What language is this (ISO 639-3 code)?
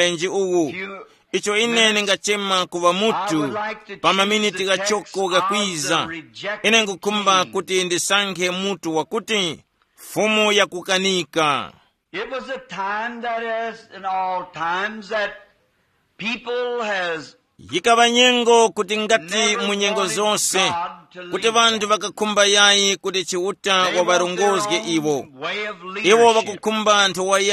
tum